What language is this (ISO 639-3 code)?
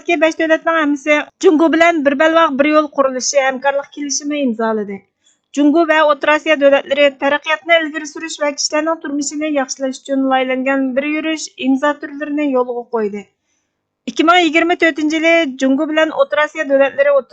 uig